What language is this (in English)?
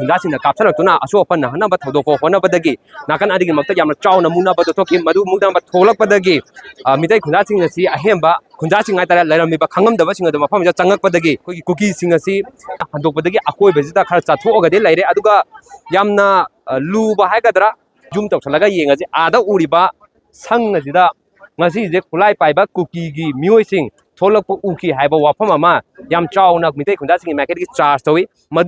Manipuri